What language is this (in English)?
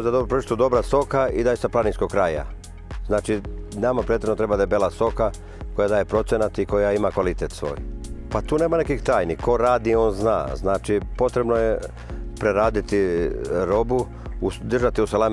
Serbian